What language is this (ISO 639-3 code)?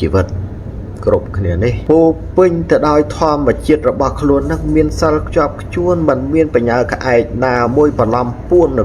khm